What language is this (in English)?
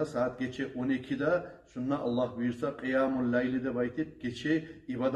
Kumyk